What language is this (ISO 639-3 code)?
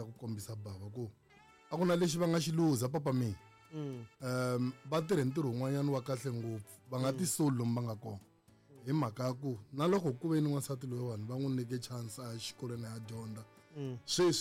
tso